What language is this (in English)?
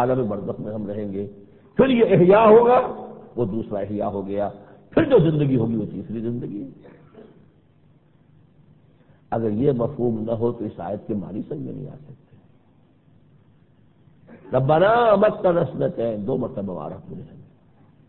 Urdu